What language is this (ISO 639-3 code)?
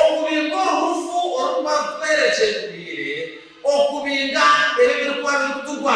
nyn